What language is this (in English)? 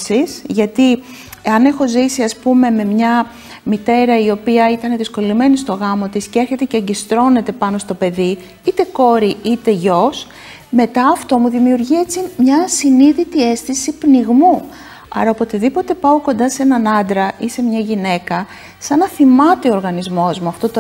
Greek